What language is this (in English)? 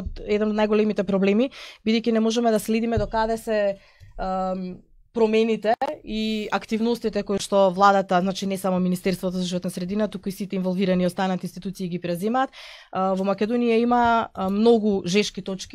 Macedonian